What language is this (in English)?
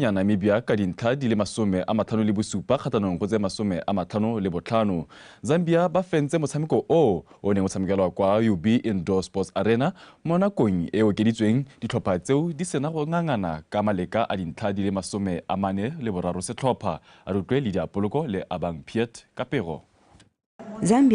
Tswana